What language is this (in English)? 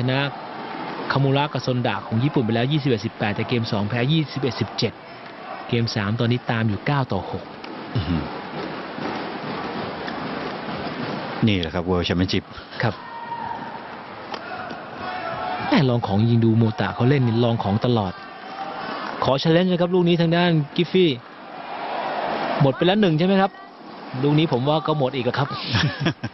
Thai